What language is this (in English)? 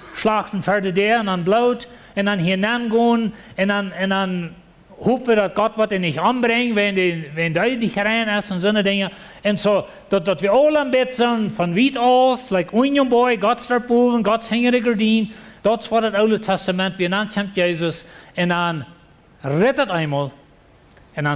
Plautdietsch